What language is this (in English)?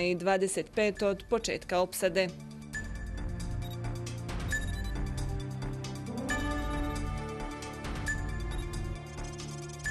Bosnian